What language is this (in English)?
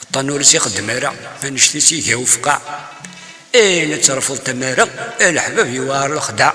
Kabyle